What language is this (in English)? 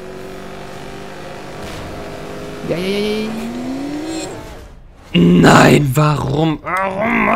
German